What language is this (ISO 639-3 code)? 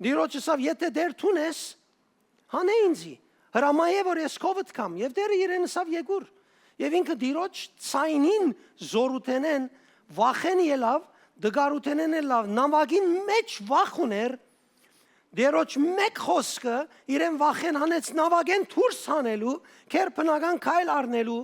hyw